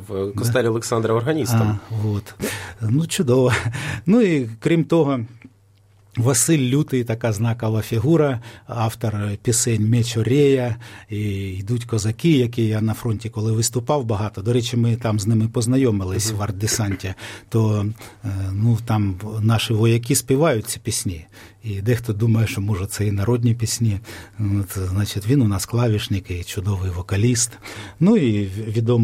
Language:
Ukrainian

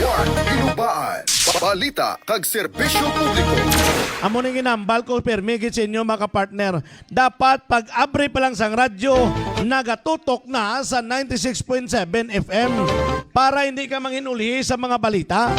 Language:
Hiligaynon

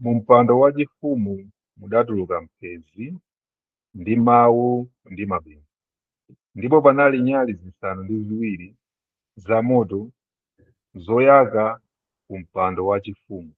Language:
Nyanja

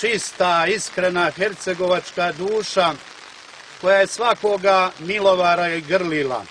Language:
Serbian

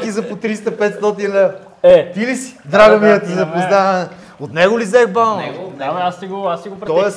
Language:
Bulgarian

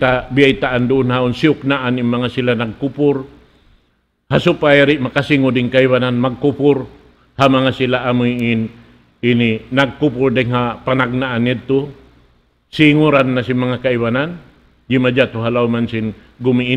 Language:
Tausug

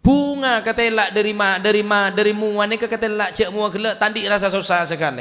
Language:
Madurese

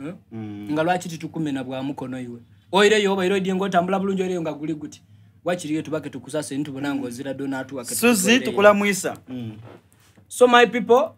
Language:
Soga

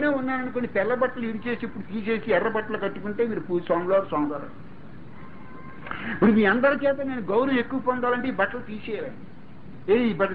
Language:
Telugu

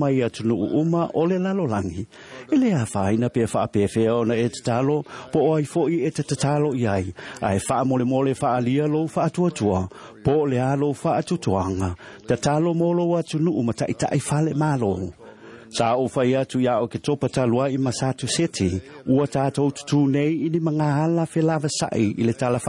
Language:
Samoan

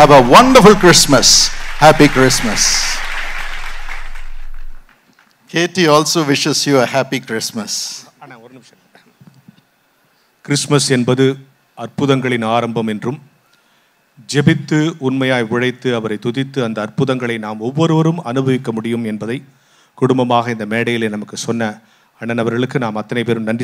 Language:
Tamil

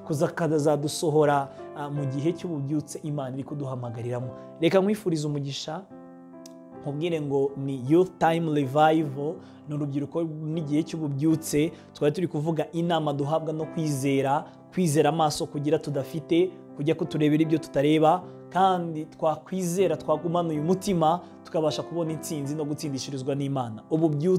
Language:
Kinyarwanda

